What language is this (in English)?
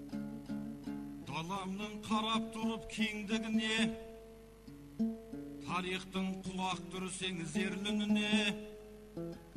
Kazakh